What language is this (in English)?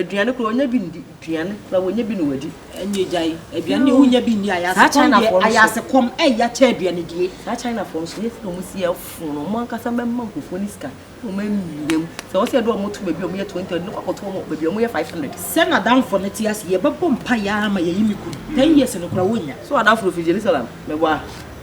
Akan